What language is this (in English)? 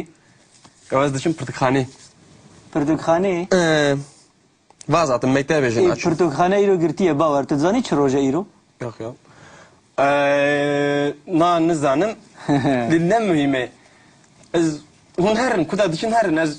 Kurdish